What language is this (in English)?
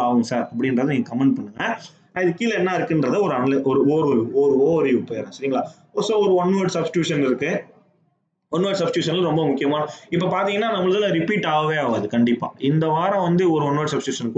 Tamil